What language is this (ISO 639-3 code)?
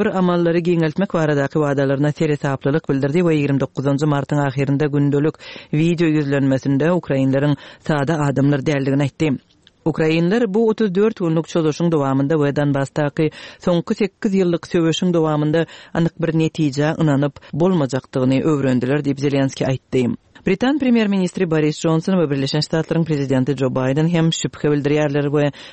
tuk